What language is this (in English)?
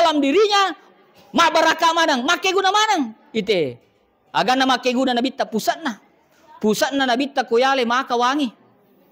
Buginese